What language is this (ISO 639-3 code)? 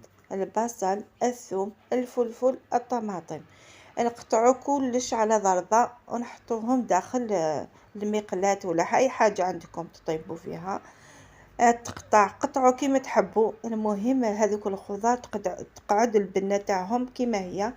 arq